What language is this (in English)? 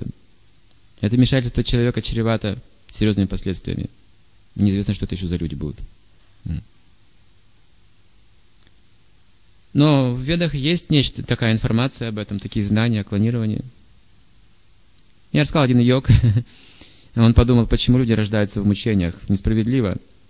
Russian